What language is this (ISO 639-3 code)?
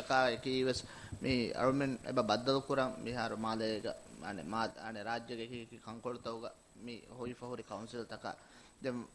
div